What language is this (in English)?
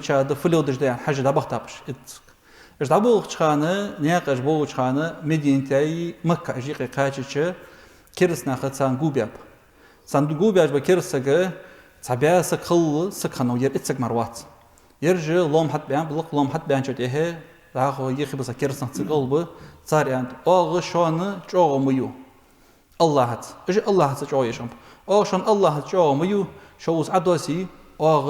Ingush